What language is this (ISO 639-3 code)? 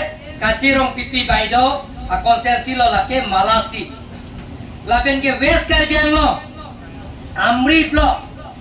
mjw